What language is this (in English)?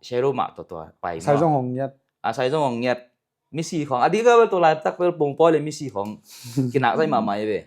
Tedim Chin